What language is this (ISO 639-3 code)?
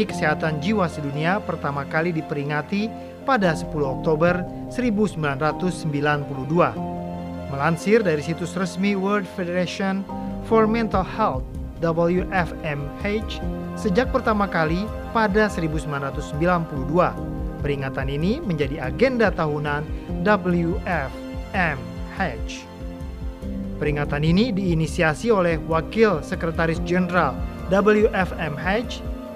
ind